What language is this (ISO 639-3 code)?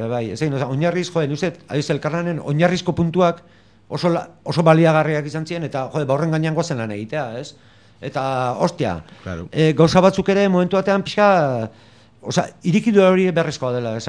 eus